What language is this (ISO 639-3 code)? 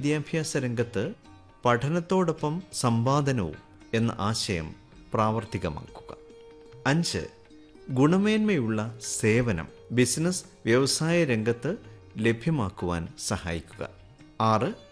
mal